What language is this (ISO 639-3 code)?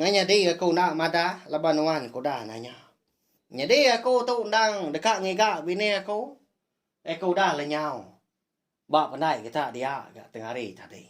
iba